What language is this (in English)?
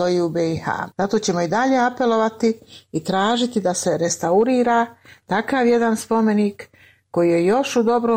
Bosnian